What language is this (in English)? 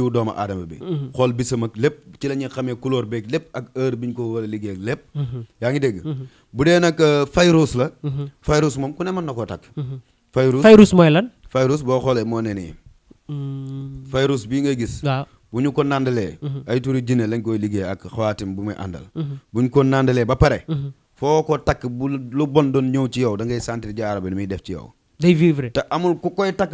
Wolof